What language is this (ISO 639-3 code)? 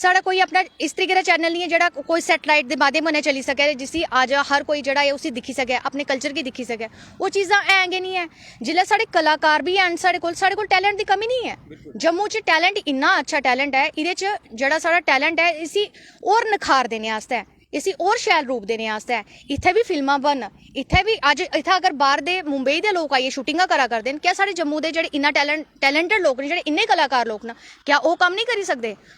doi